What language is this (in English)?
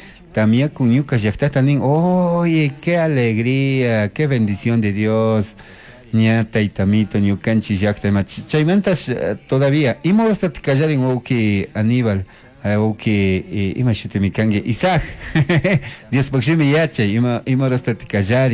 Chimborazo Highland Quichua